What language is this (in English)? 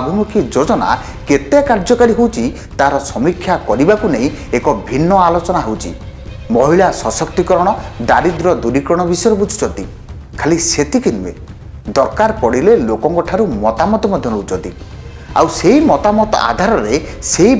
Odia